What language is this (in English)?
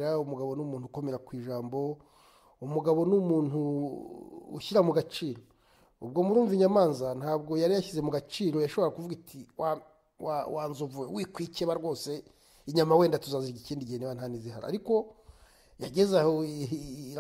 Kinyarwanda